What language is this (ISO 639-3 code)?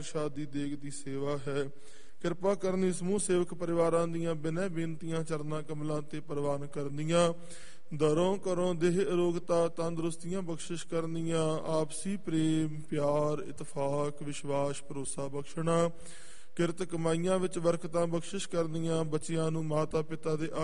pan